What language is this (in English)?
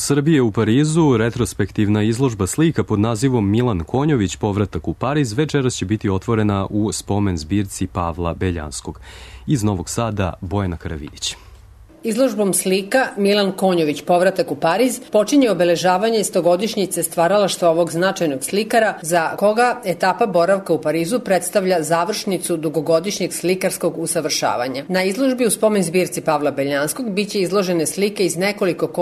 Serbian